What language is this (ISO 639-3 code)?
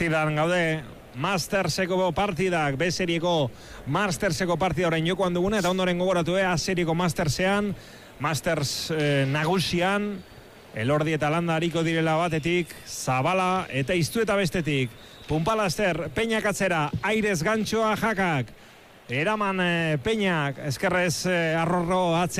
eus